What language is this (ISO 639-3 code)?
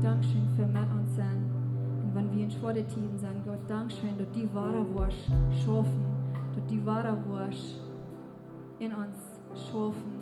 pdt